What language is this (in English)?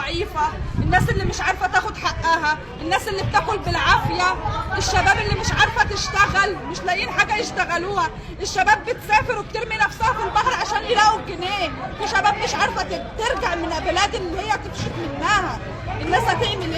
Egyptian Arabic